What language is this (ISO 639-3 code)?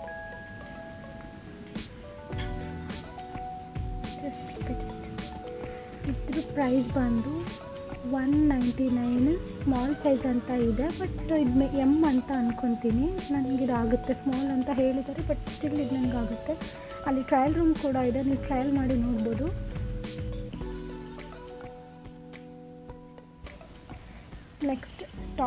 kan